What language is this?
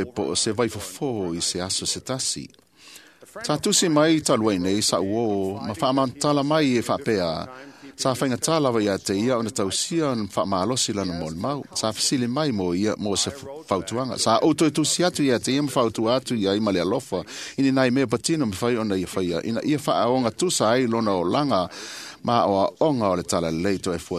Samoan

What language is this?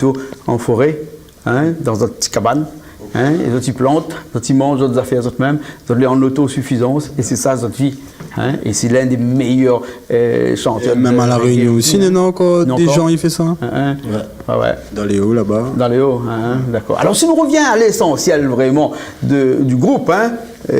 Réunion Creole French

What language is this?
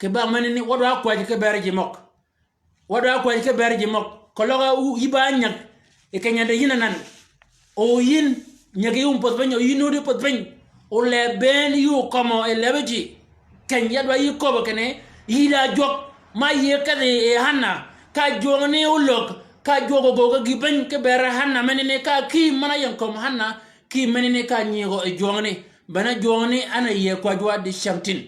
Shilluk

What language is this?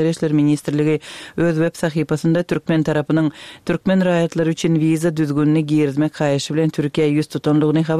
Turkmen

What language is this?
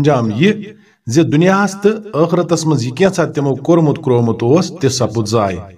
Kashmiri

